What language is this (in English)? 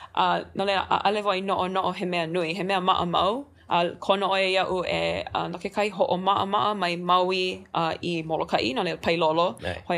Hawaiian